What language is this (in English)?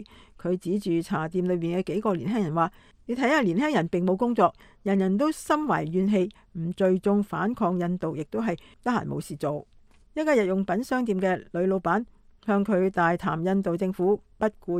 Cantonese